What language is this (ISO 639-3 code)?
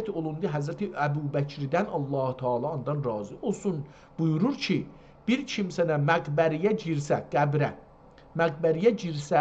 azb